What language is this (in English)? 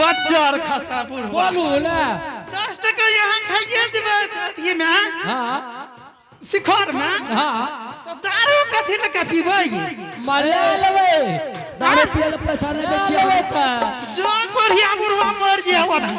Angika